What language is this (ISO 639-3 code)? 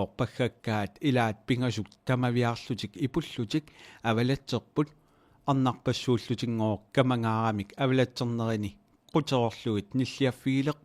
kal